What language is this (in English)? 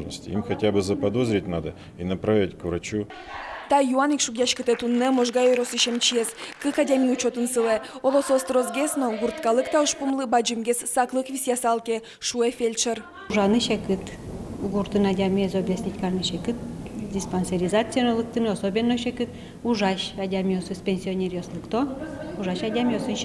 Udmurt